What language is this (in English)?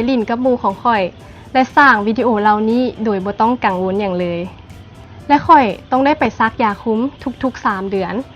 Lao